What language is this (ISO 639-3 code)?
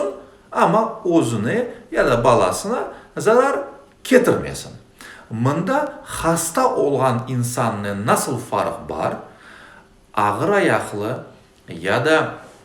crh